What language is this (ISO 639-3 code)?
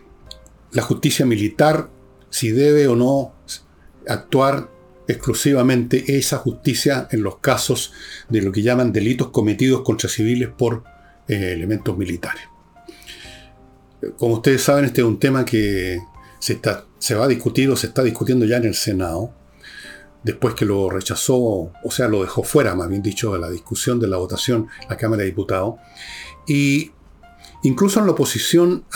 spa